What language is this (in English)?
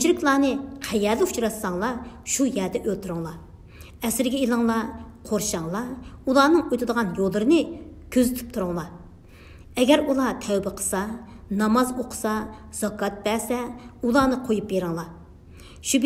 Uyghur